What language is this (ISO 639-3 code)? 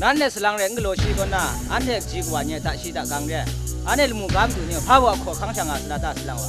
kac